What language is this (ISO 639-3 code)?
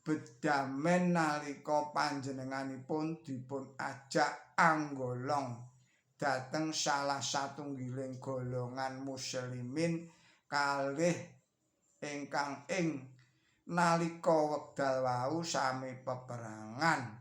jav